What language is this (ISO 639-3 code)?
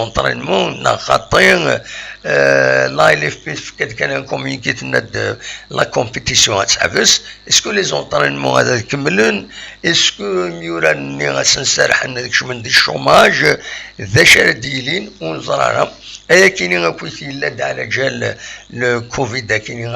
kab